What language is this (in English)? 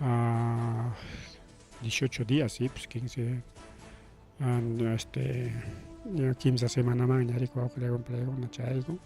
Ayacucho Quechua